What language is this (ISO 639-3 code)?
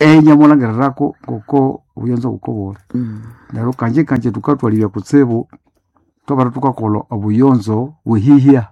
nnb